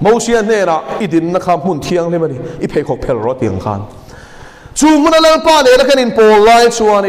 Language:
Mizo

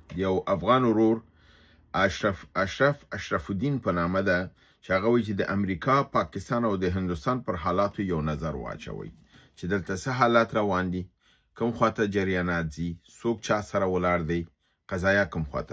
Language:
Pashto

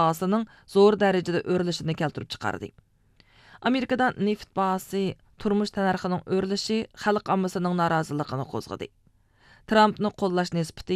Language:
Uyghur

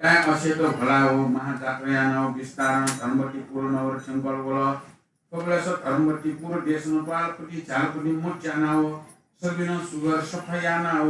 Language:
Newari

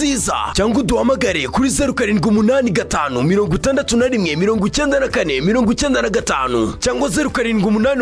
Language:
Kinyarwanda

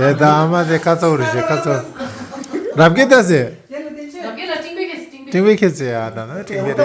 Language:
Tibetan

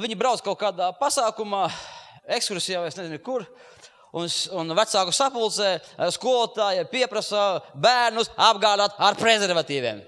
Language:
Latvian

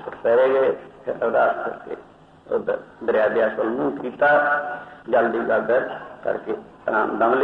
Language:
Punjabi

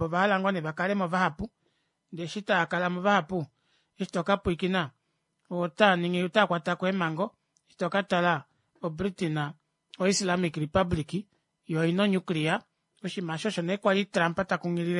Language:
Kuanyama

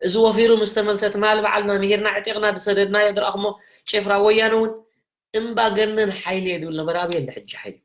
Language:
Tigrinya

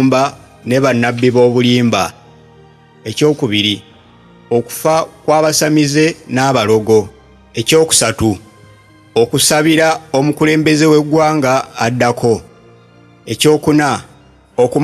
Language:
Ganda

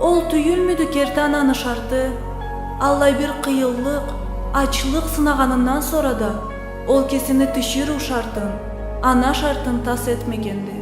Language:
Karachay-Balkar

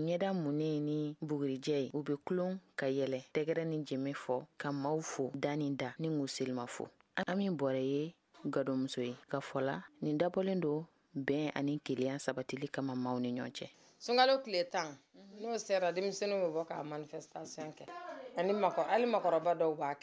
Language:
Bambara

